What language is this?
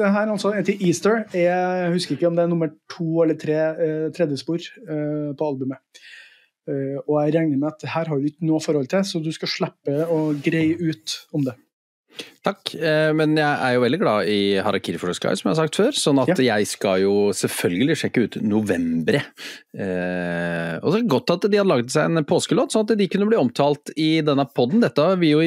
Norwegian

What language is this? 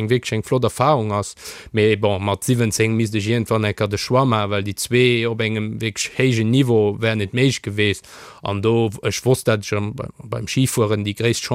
Luxembourgish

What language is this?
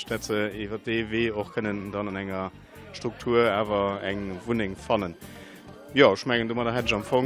Luxembourgish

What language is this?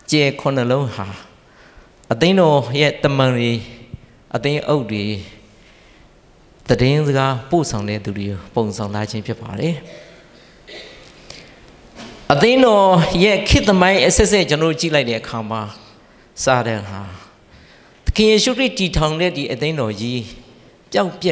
Burmese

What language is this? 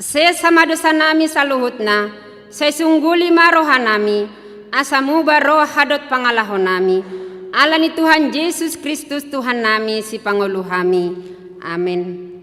Batak Toba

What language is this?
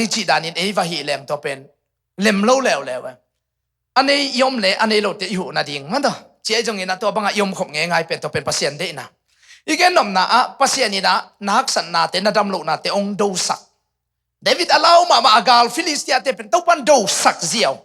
Tedim Chin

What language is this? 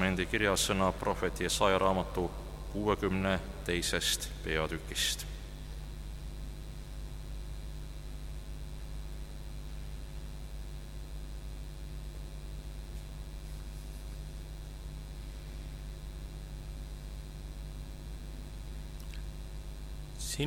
Estonian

